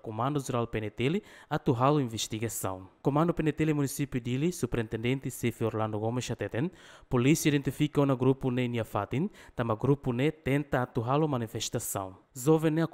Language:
Tetum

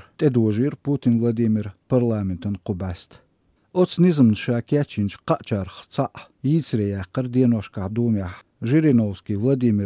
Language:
Chechen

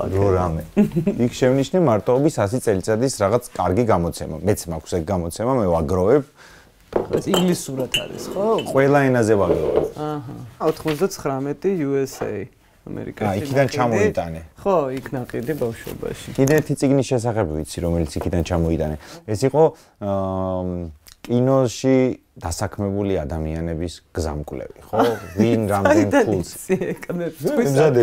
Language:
Georgian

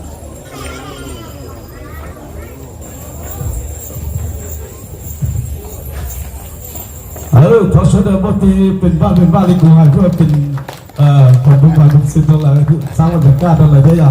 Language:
Lao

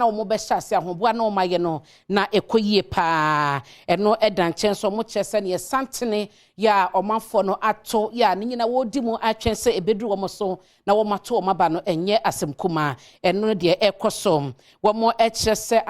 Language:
Akan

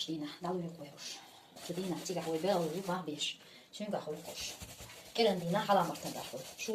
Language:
Chechen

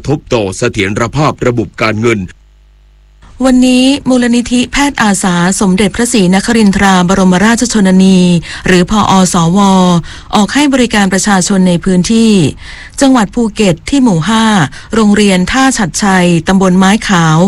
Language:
Thai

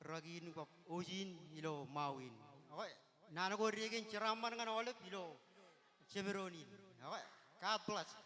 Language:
Marshallese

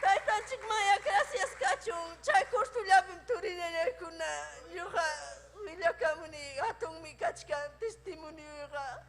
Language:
Ayacucho Quechua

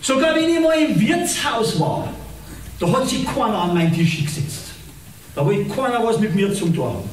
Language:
Bavarian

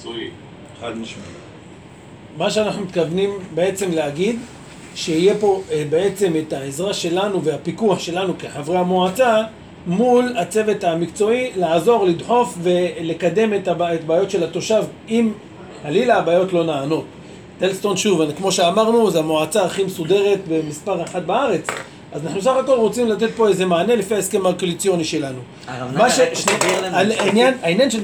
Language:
Hebrew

